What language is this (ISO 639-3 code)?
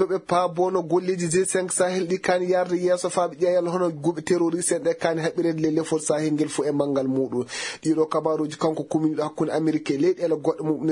ful